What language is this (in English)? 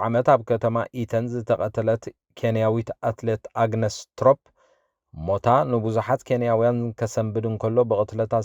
Tigrinya